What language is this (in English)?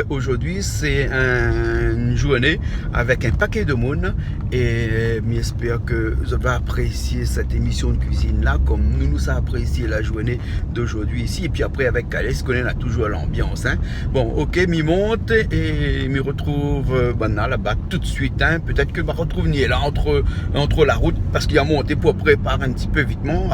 Réunion Creole French